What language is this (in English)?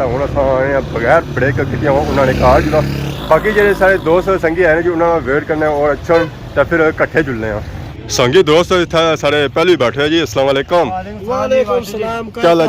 Pahari-Potwari